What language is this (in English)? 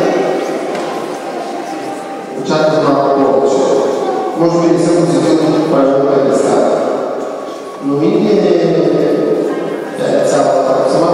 Bulgarian